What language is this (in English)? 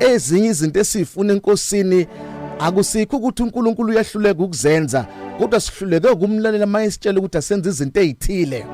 Zulu